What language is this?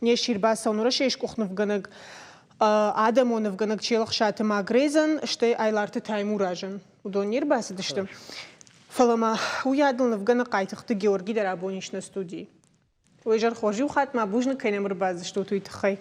Ossetic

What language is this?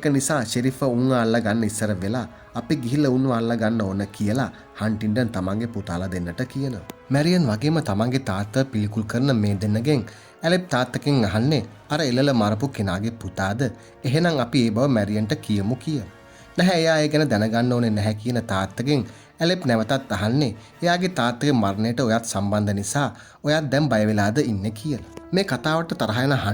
Sinhala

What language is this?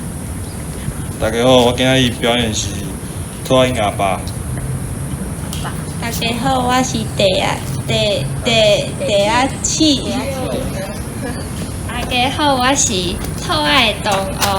Min Nan Chinese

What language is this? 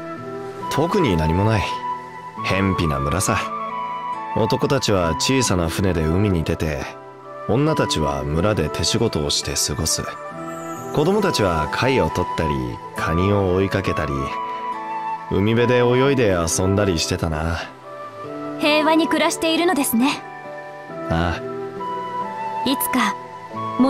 Japanese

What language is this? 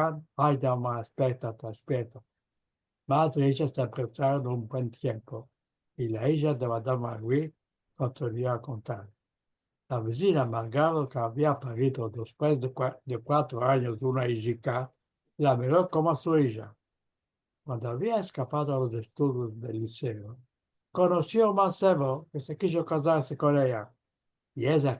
Ladino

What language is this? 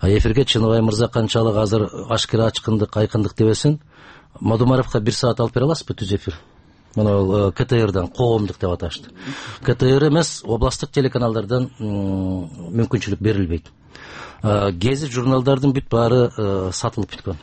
Kyrgyz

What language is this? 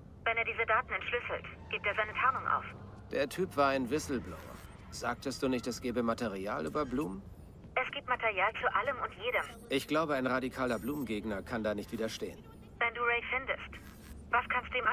Bavarian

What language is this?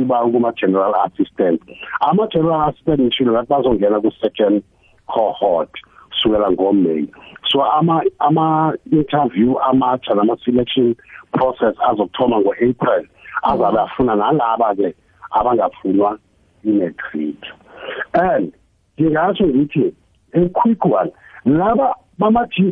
South Ndebele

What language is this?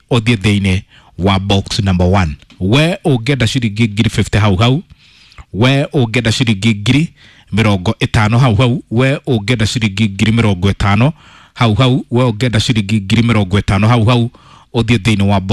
Kikuyu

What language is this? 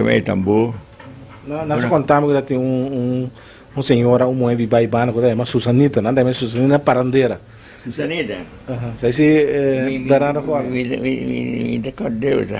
Papiamento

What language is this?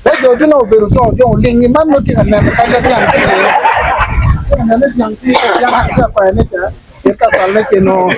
Acoli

